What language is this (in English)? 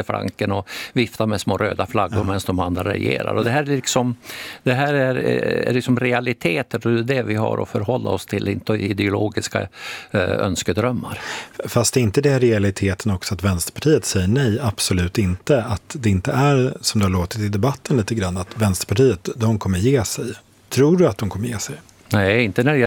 Swedish